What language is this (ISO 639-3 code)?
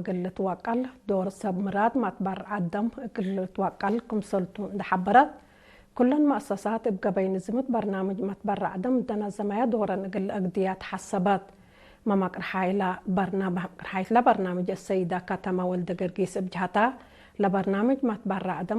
tig